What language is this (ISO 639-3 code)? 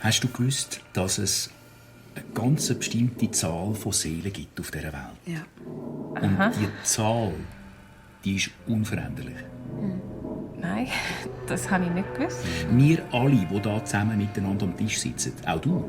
gsw